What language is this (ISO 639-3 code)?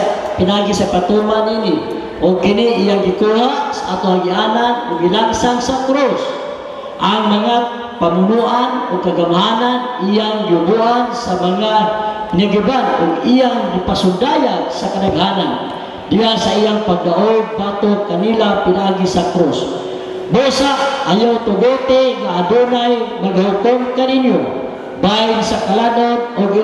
ceb